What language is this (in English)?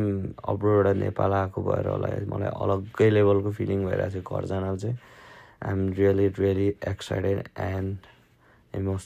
Nepali